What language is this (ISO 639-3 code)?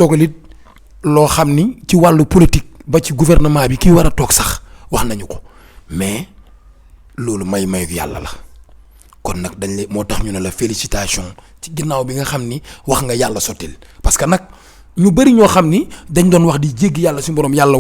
wol